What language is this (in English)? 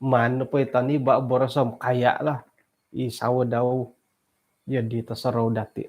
Central Dusun